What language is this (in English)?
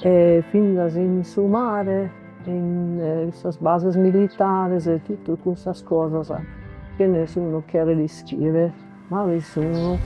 Sardinian